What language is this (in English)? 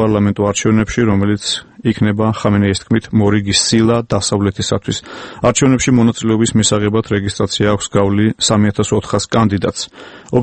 Georgian